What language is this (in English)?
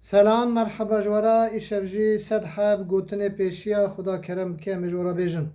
Kurdish